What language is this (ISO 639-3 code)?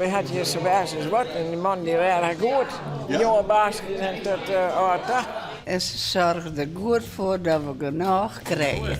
fry